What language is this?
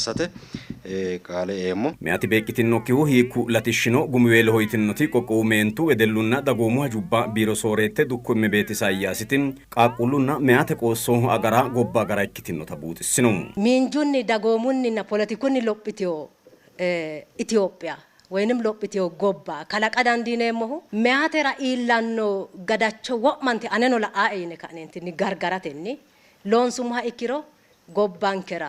Sidamo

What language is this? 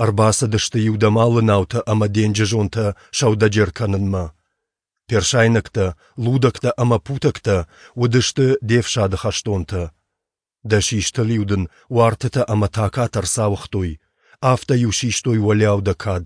Ossetic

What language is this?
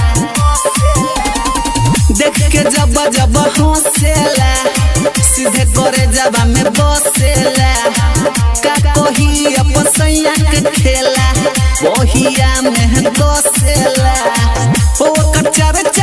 Bhojpuri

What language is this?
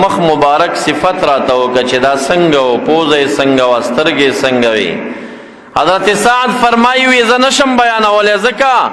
Pashto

